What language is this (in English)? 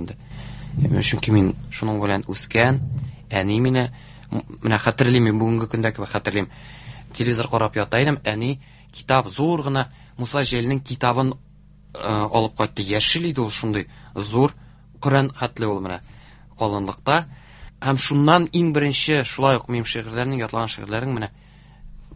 Tatar